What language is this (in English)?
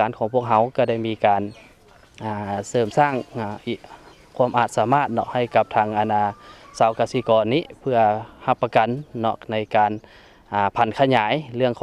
Lao